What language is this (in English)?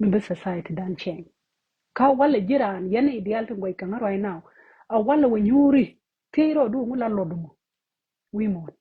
Nuer